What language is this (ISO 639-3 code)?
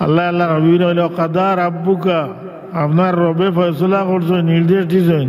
syl